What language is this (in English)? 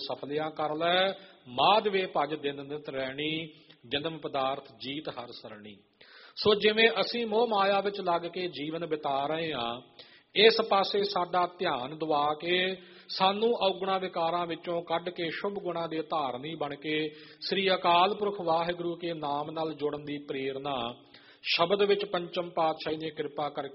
Punjabi